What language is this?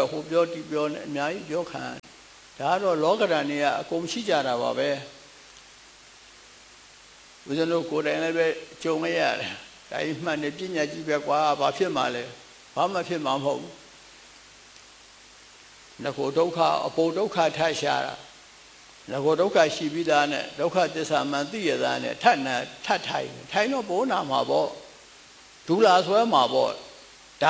Burmese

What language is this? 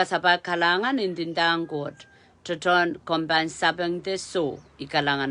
Pohnpeian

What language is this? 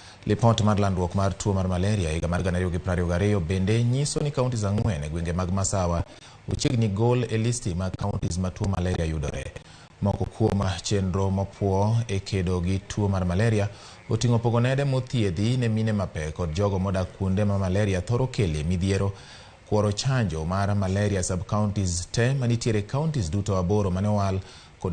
Luo (Kenya and Tanzania)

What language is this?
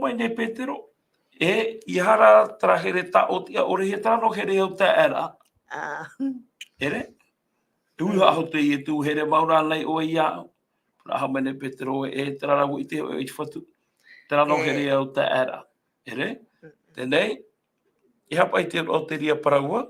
Tahitian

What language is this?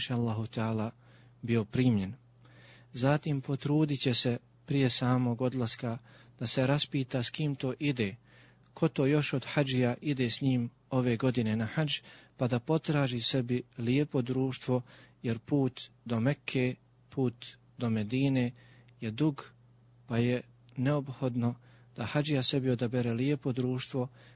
Bosnian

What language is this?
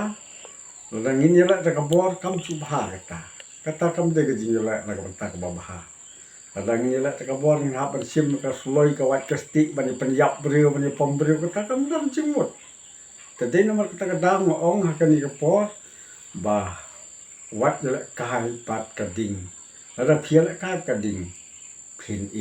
Khasi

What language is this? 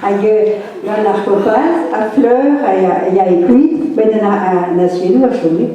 Breton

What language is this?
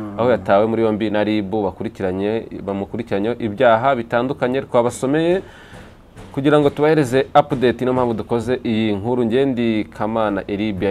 Kinyarwanda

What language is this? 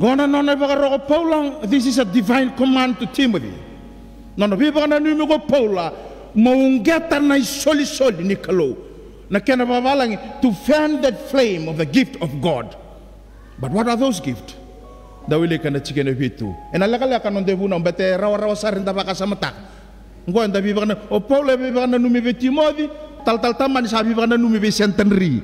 Fijian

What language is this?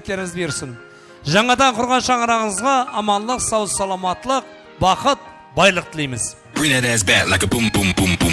Kara-Kalpak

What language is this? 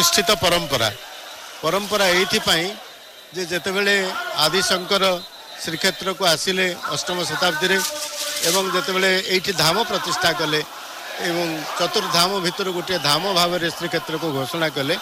Odia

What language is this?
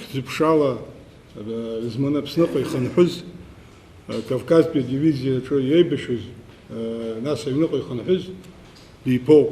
Abkhazian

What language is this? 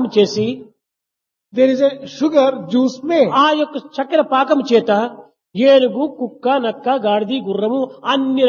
Telugu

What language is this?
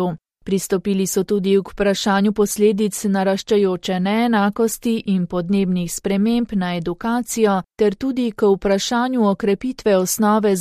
Slovenian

